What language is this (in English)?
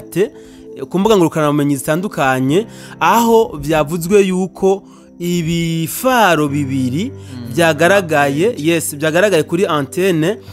Rundi